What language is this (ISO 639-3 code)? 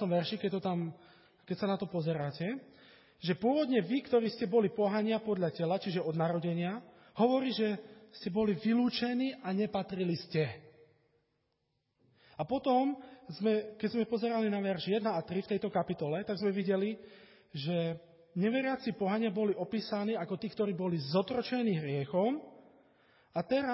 slk